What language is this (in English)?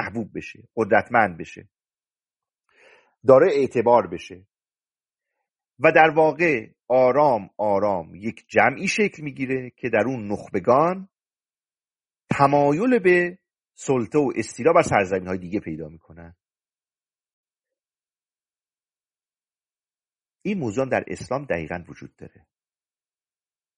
Persian